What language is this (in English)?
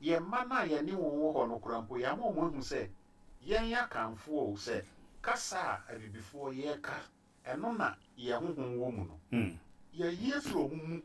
Akan